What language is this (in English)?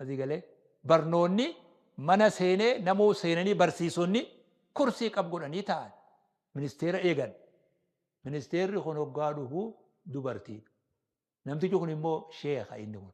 Oromo